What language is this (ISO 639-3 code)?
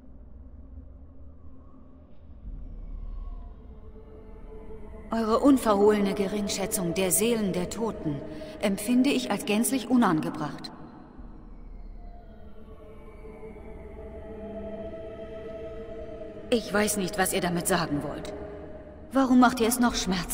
deu